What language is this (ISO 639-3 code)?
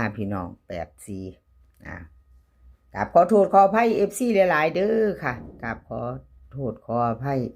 tts